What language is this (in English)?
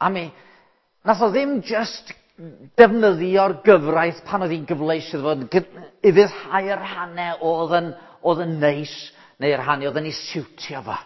Welsh